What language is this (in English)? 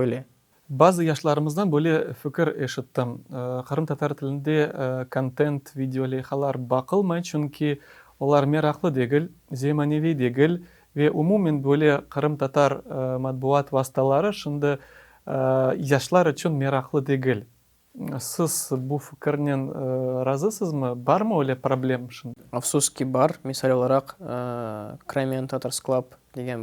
Crimean Tatar